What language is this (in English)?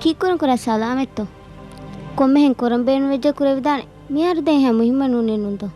Divehi